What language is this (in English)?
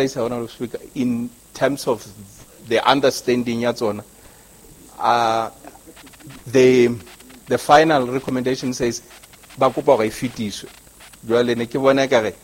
Southern Sotho